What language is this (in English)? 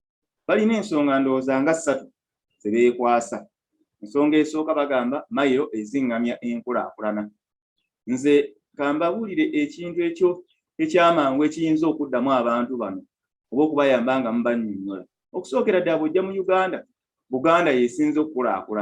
Ganda